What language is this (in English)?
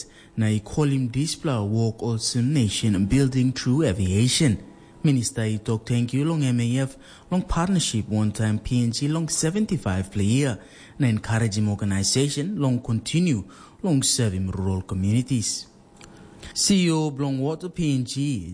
Tok Pisin